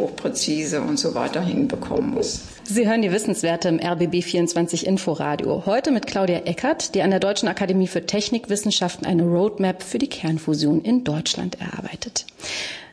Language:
German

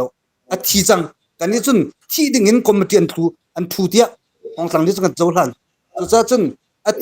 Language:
Hakha Chin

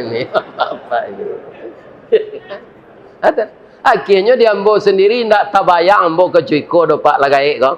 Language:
Minangkabau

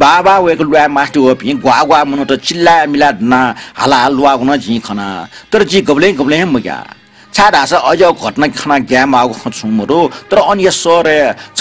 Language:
Newari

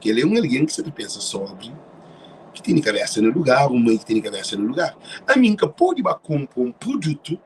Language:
Kabuverdianu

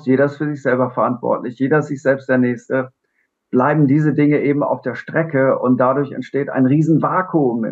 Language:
Swiss German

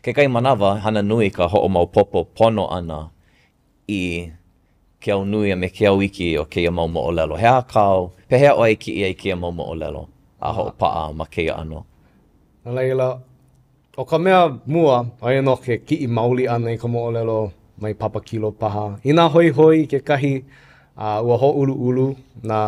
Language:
Hawaiian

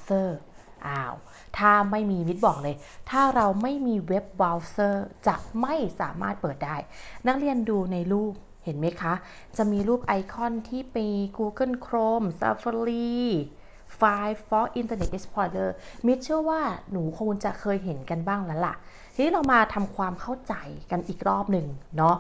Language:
Thai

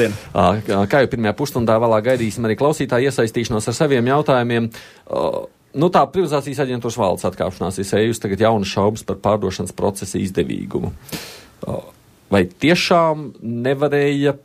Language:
Latvian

